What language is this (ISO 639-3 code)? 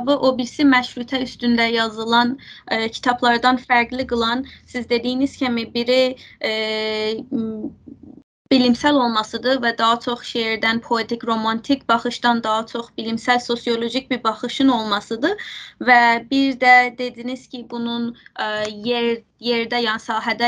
azb